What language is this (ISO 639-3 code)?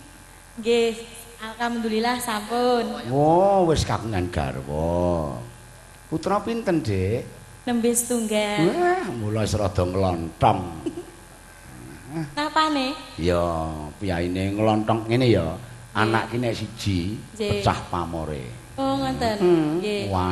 jav